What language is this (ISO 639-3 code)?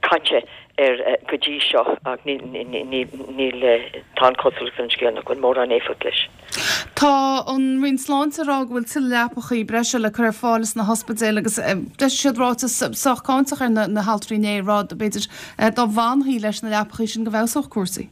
gle